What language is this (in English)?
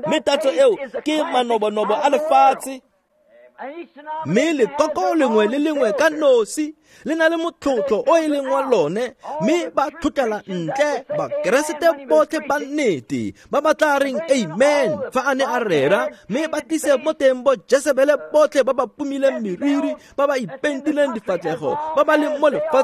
Tswana